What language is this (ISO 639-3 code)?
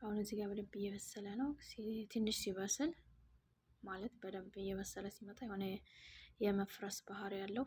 amh